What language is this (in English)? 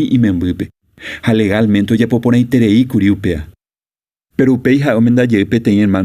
Guarani